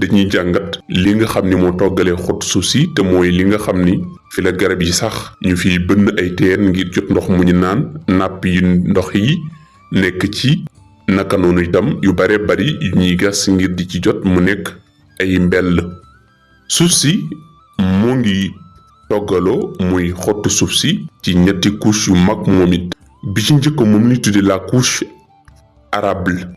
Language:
Wolof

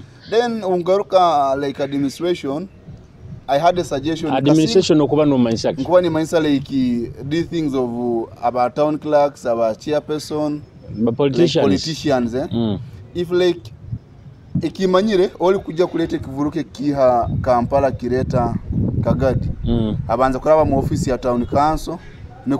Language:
Nyoro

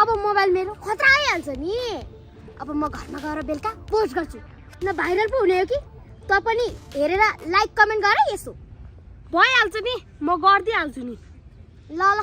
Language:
Nepali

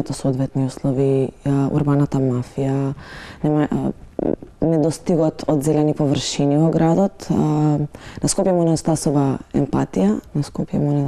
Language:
Macedonian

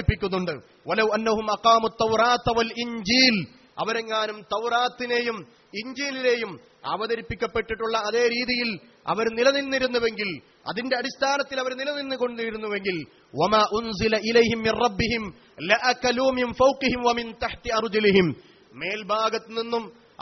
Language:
Malayalam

